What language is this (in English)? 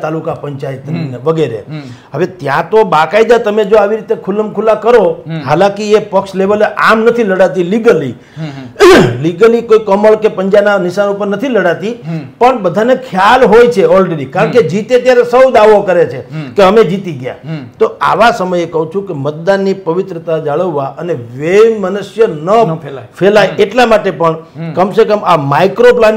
Gujarati